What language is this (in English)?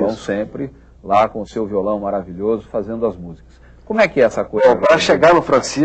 Portuguese